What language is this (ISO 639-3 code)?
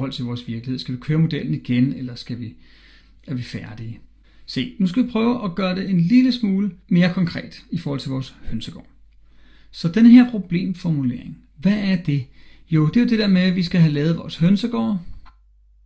dan